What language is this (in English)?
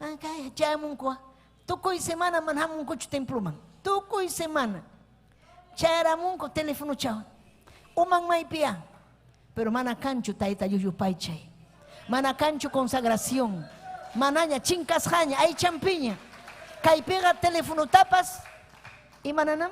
Ayacucho Quechua